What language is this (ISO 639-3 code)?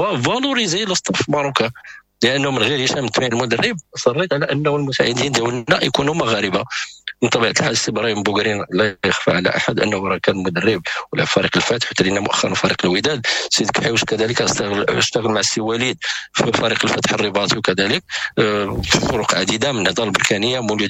ary